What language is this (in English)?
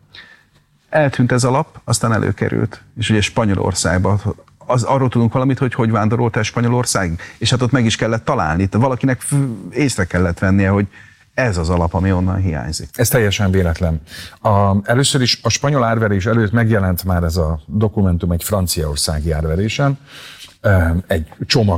Hungarian